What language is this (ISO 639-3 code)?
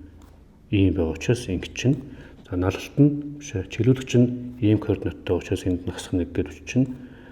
mon